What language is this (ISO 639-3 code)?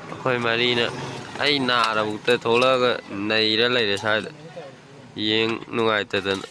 mni